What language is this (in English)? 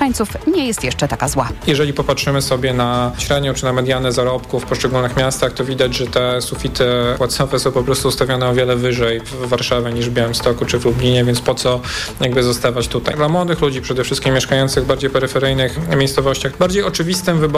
Polish